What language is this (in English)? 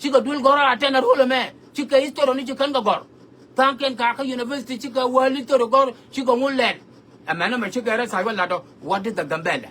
Nuer